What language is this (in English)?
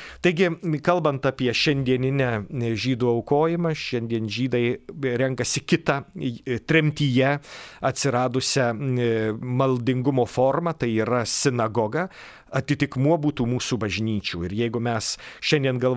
Lithuanian